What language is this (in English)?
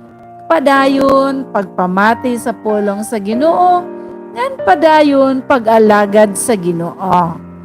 Waray